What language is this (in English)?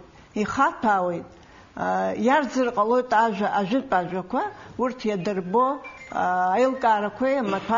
Abkhazian